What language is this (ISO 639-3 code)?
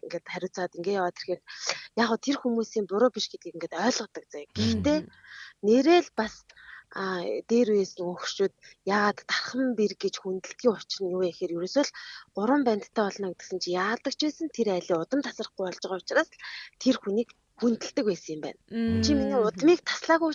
mon